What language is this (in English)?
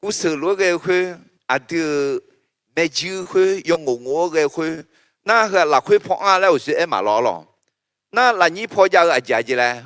Akha